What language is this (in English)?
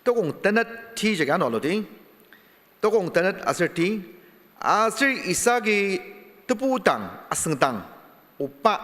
Ao Naga